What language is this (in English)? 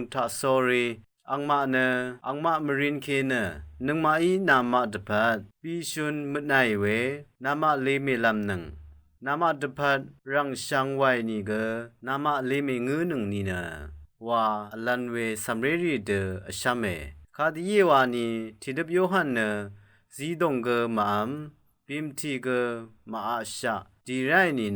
Rawang